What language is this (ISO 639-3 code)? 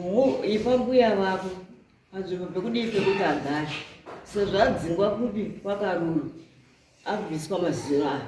sna